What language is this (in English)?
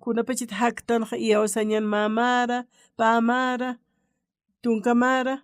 Aymara